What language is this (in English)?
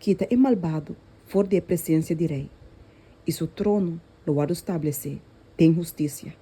Papiamento